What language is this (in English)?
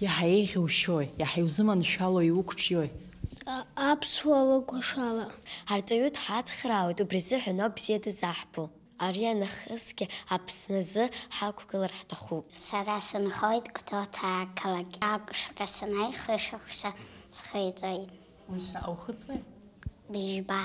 Abkhazian